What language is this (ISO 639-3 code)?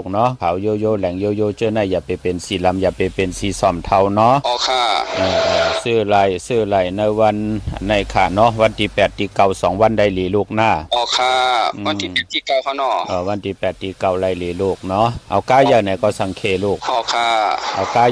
shn